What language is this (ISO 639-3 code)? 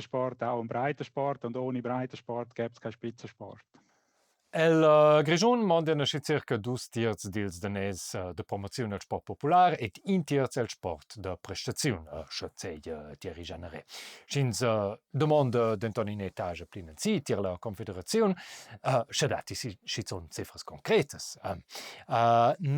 roh